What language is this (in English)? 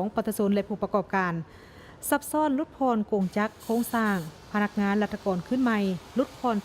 Lao